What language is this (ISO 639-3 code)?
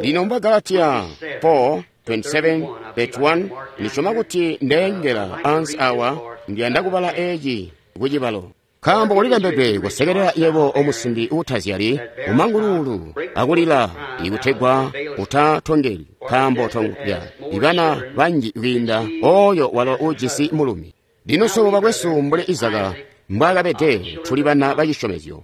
toi